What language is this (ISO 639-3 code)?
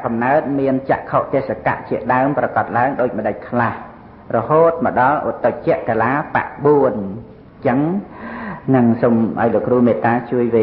khm